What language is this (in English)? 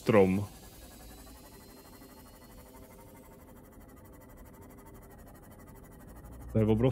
Czech